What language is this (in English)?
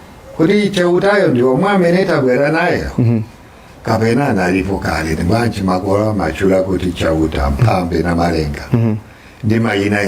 Nyanja